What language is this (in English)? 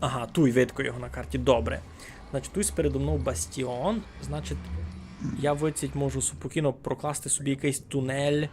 Rusyn